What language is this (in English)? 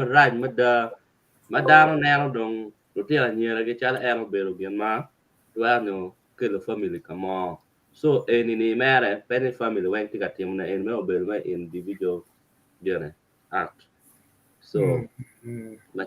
Acoli